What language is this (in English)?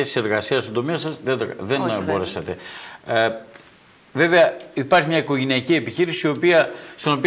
Greek